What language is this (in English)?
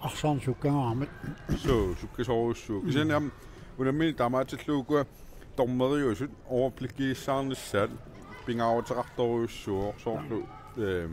Kalaallisut